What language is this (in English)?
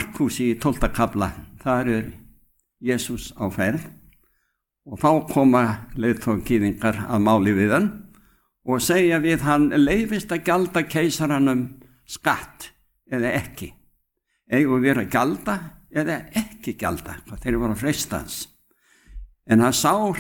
Icelandic